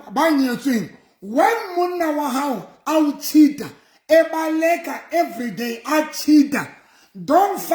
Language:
Southern Sotho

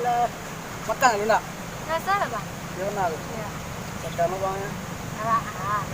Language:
Minangkabau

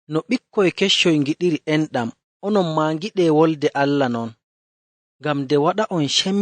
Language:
Fula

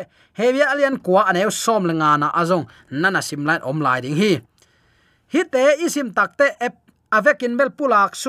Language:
Tedim Chin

